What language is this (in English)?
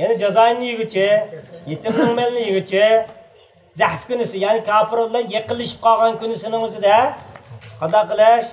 Uyghur